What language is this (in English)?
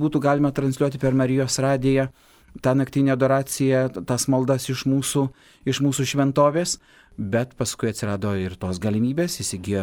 Lithuanian